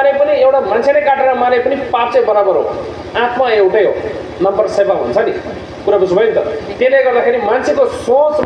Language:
Nepali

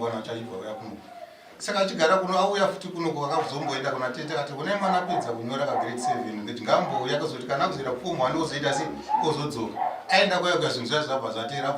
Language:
Shona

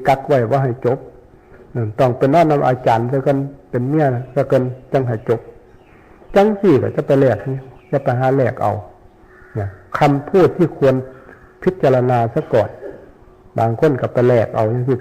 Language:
Northeastern Thai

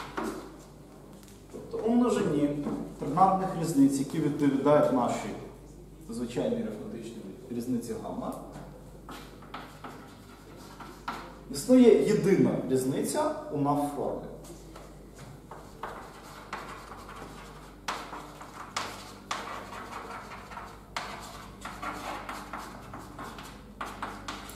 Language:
Ukrainian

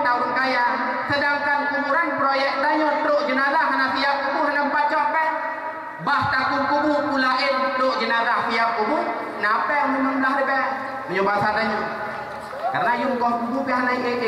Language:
Achinese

